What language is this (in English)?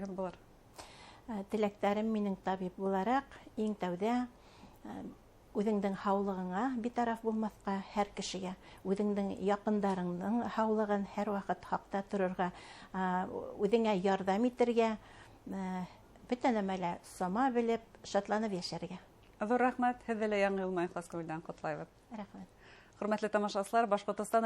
Bashkir